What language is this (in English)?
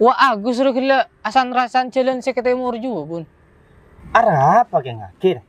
Madurese